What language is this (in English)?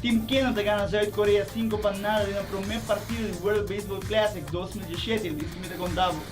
Papiamento